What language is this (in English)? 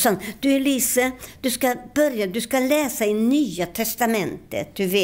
Swedish